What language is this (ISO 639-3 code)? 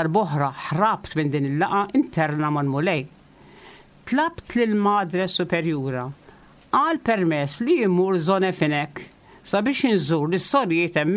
mlt